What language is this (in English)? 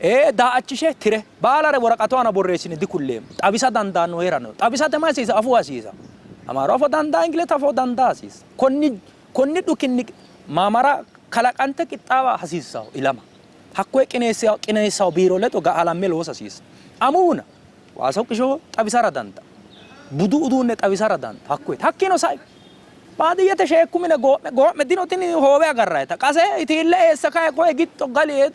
Sidamo